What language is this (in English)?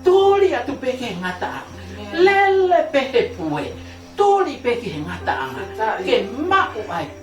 Tongan